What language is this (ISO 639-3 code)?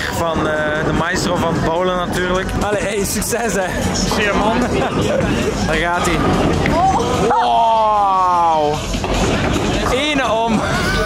nld